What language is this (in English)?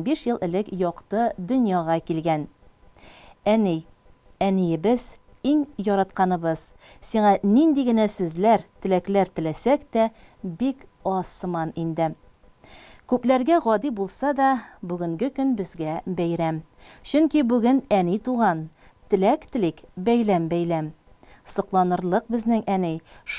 Tatar